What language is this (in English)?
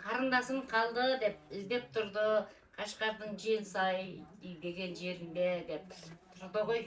Uyghur